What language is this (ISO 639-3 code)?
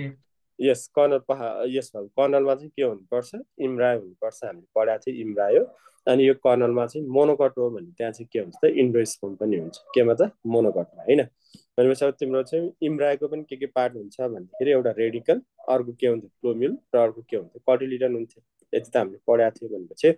nep